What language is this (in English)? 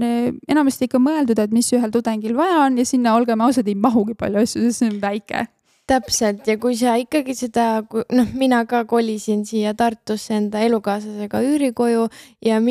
Estonian